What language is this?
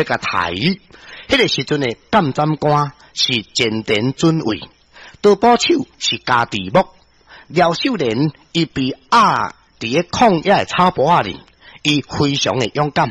Min Nan Chinese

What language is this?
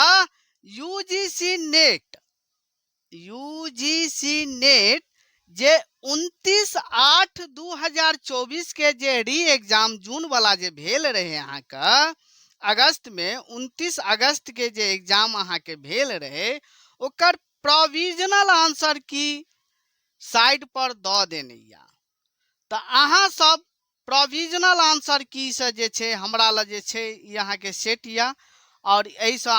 Maithili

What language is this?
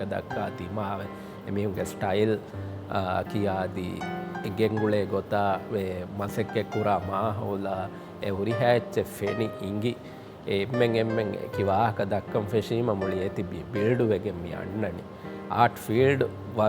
Divehi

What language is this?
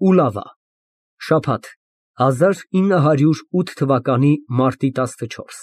Armenian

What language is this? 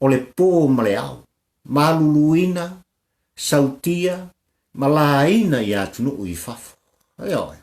Samoan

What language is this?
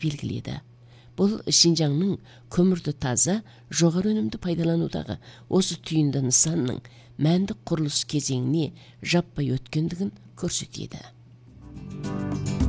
Kazakh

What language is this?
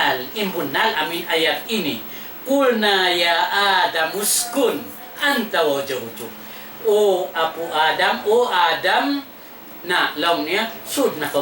Tausug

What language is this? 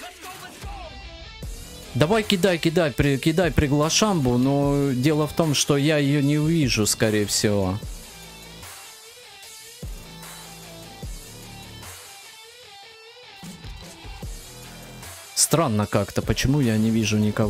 Russian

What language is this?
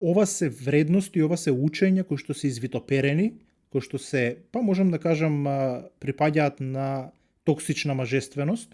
Macedonian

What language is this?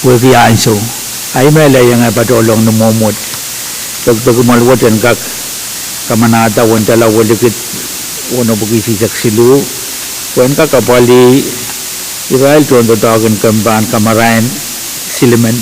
Pohnpeian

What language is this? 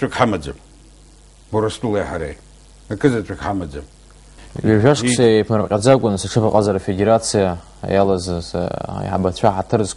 Abkhazian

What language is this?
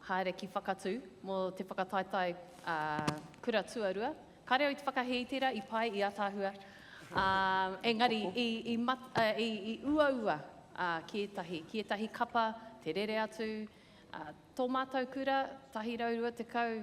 Māori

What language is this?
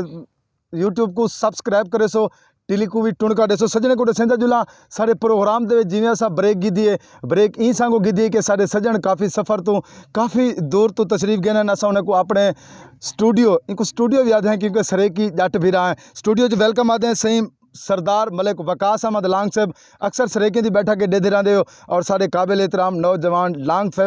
Saraiki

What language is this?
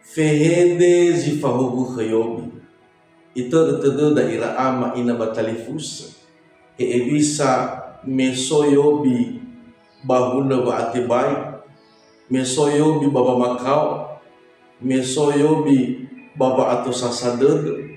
Nias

